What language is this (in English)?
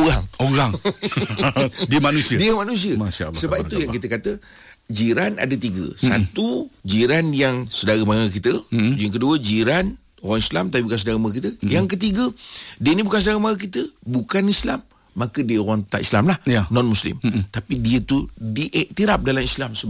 Malay